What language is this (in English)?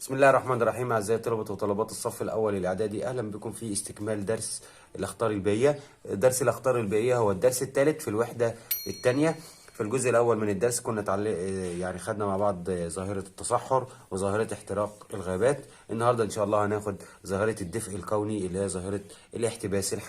Egyptian Arabic